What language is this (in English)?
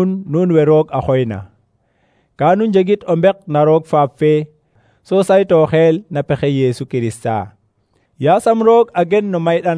Serer